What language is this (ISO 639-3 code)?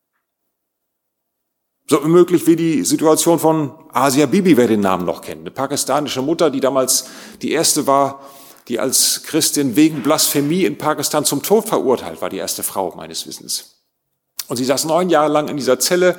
deu